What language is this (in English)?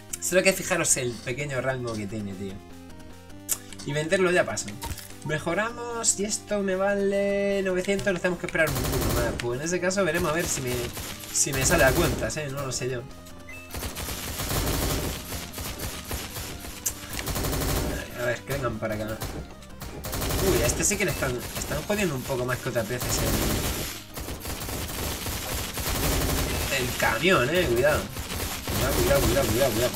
Spanish